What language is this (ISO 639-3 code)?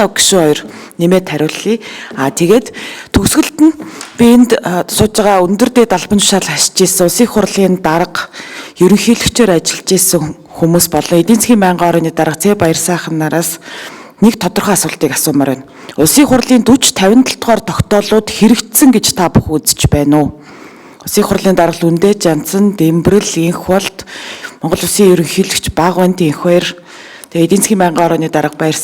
mon